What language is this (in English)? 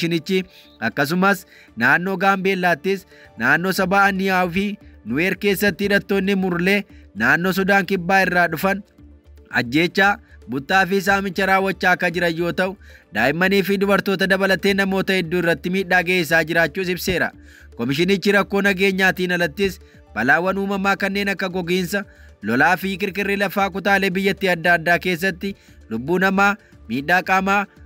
Oromo